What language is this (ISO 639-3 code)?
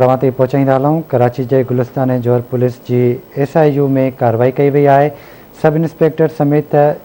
snd